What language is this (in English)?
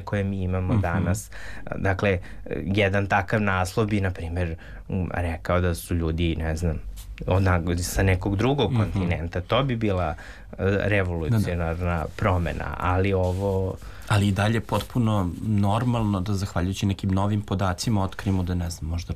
Serbian